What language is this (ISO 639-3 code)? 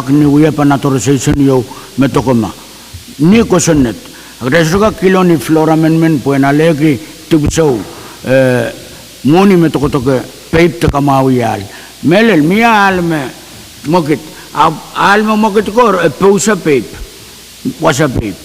pon